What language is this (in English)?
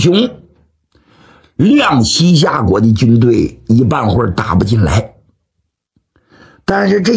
Chinese